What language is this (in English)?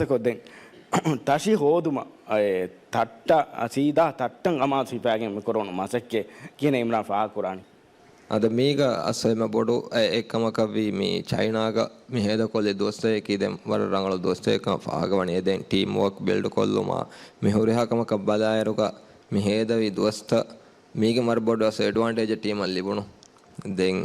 Divehi